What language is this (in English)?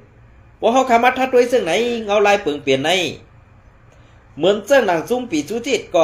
Shan